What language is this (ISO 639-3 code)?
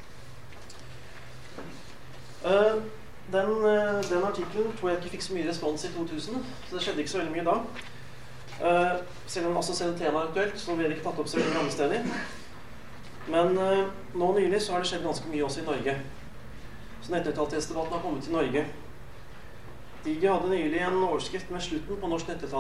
nor